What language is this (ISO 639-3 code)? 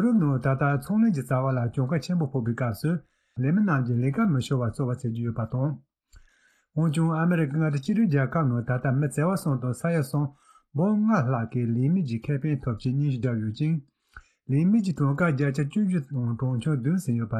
bod